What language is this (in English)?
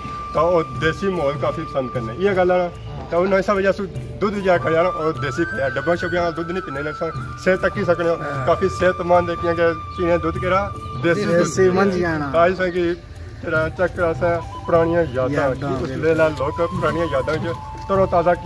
Pahari-Potwari